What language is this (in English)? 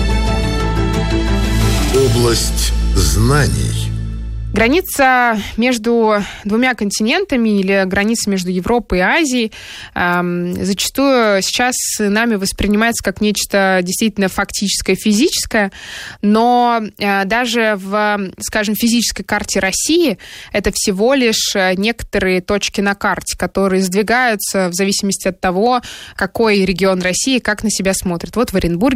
Russian